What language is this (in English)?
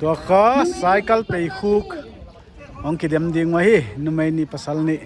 Paite Chin